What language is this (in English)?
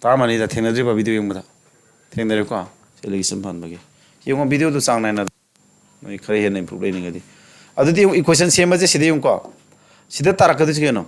Manipuri